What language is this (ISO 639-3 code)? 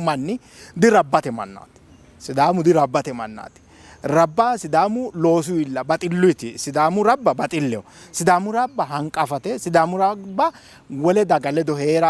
sid